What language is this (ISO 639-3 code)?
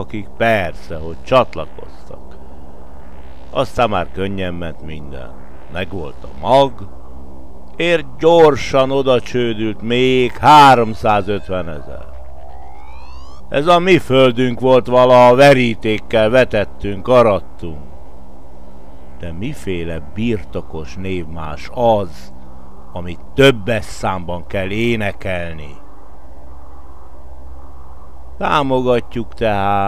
hun